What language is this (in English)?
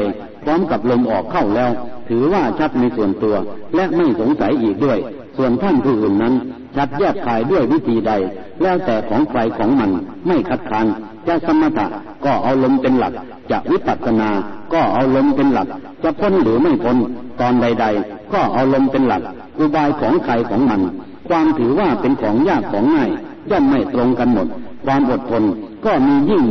Thai